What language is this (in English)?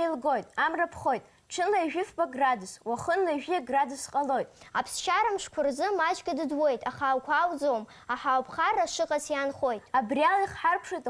Abkhazian